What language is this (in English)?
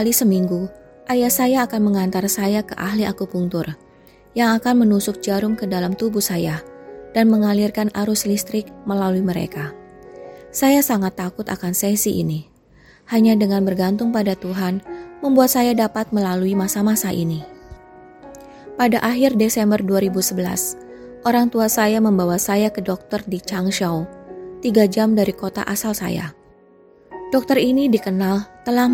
Indonesian